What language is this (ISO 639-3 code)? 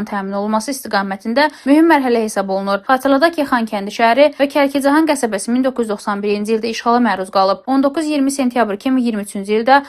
aze